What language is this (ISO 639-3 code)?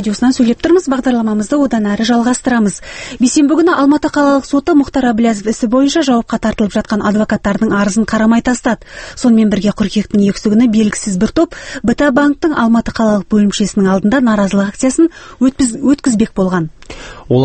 kaz